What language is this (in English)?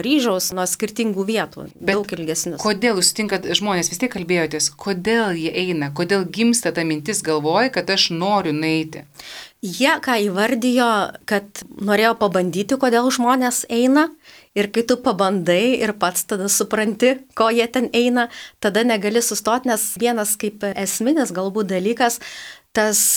Lithuanian